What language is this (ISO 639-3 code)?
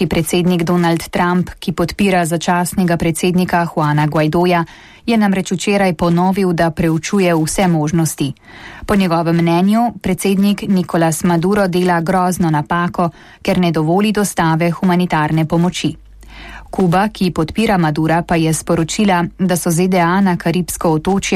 slv